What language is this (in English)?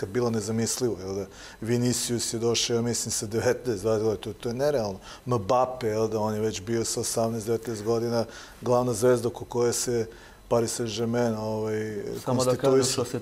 Serbian